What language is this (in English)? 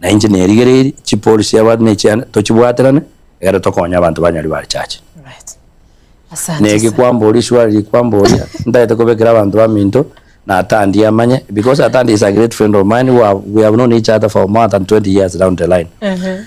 Gusii